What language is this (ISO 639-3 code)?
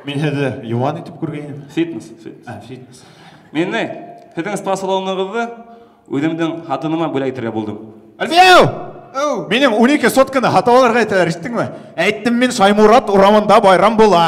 bak